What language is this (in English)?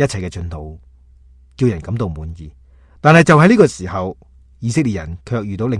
Cantonese